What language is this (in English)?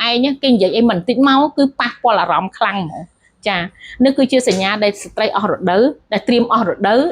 Khmer